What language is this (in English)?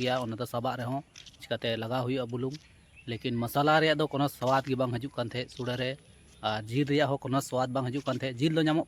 Santali